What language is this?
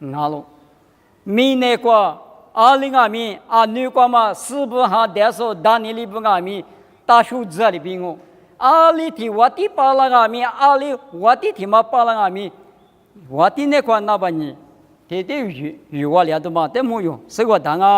Lisu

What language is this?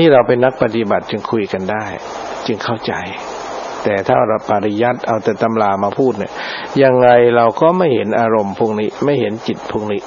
Thai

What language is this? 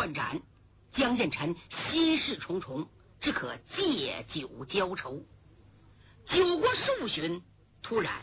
Chinese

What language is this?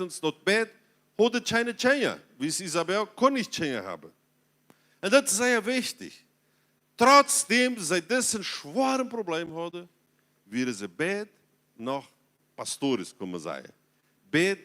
Plautdietsch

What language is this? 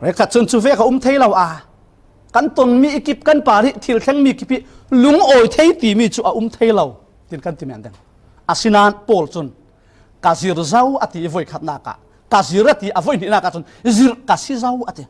Falam Chin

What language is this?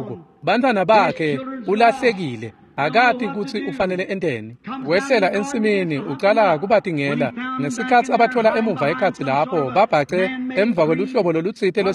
Swati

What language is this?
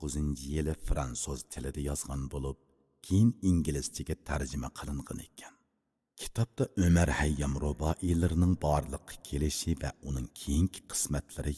Uyghur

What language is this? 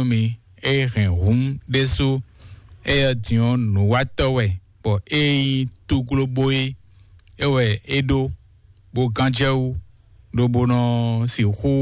Fon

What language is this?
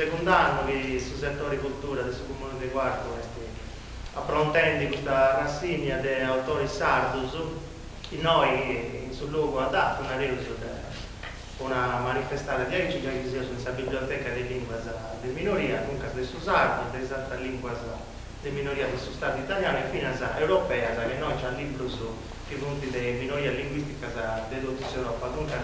Sardinian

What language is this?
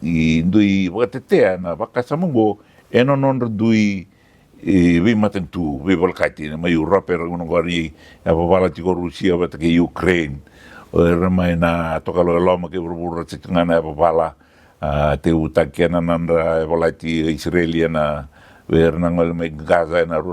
Fijian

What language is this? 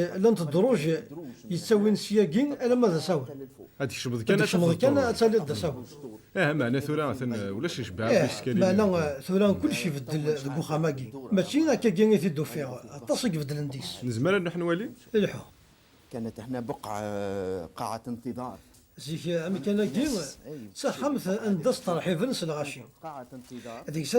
Kabyle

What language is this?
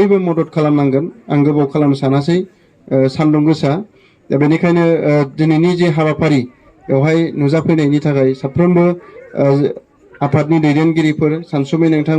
Bodo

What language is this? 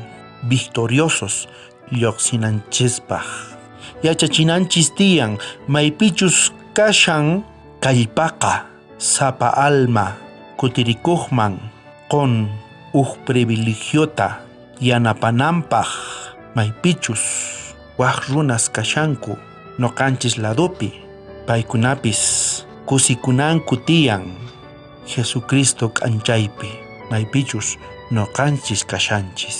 South Bolivian Quechua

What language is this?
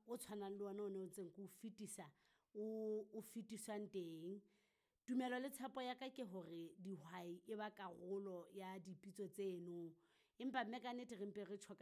Southern Sotho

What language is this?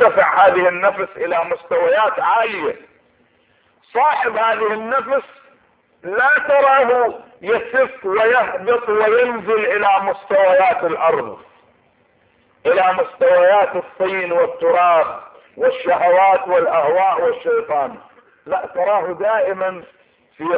Arabic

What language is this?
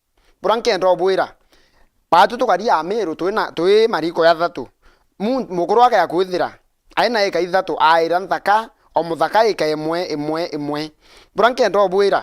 Meru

